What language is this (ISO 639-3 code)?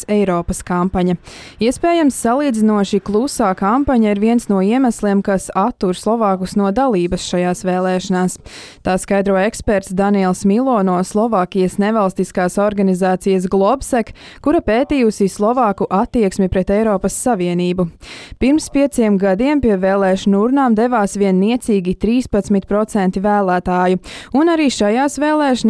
lav